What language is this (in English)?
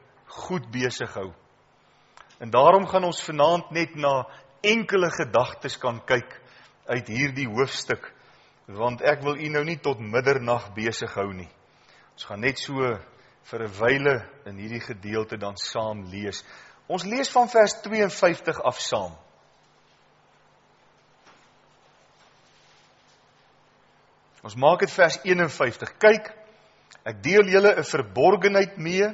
Afrikaans